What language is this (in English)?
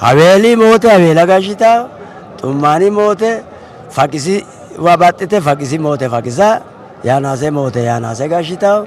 Sidamo